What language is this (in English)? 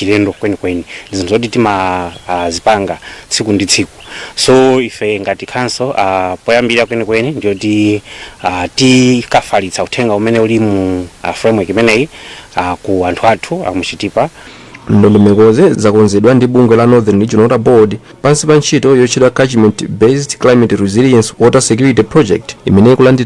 Nyanja